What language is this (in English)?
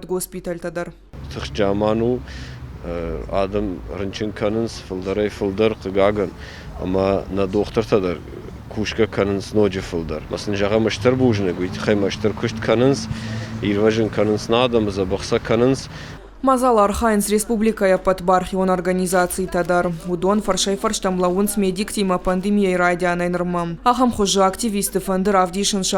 Ossetic